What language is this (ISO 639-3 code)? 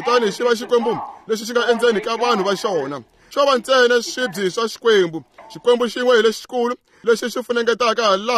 tso